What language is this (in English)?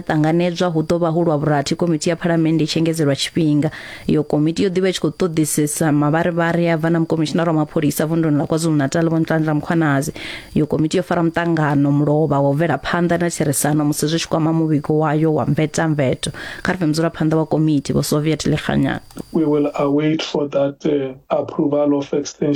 Venda